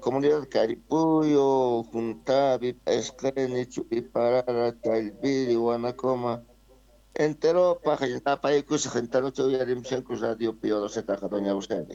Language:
South Bolivian Quechua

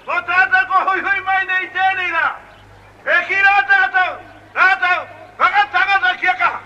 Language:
Māori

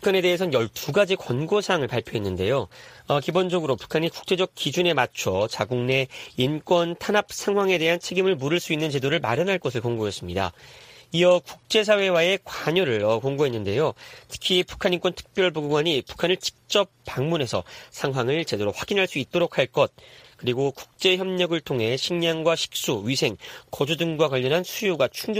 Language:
Korean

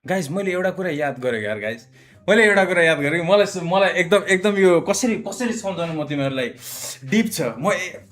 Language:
Nepali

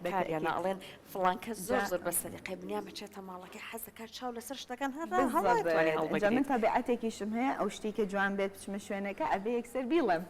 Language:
Central Kurdish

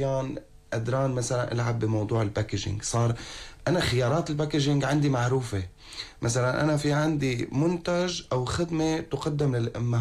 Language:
North Levantine Arabic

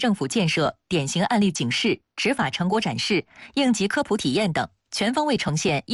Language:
Chinese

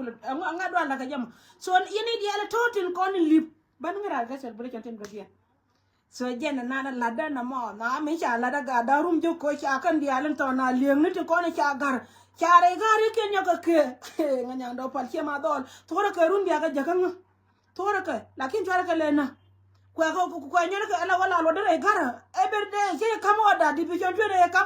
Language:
Nuer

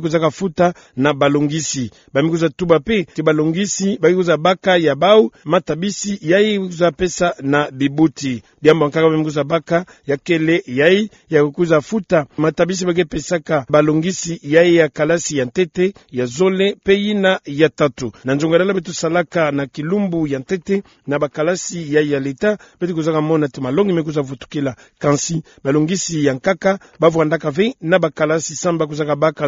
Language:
Kituba (Democratic Republic of Congo)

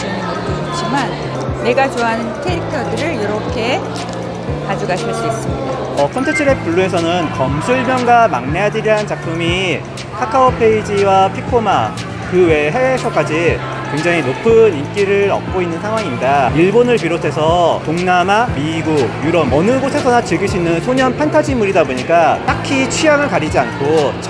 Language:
Korean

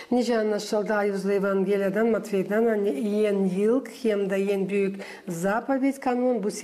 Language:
Gagauz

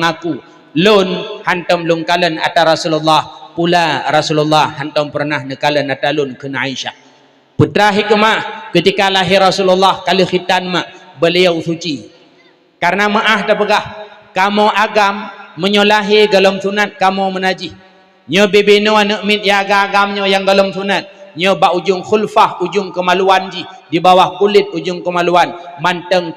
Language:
Achinese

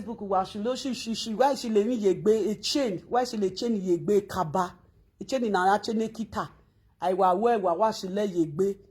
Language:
Nigerian Pidgin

